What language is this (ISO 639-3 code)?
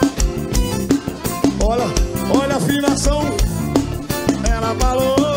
por